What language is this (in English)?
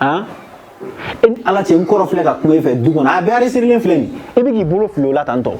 Bambara